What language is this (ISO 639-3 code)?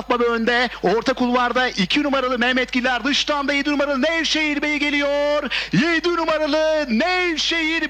tur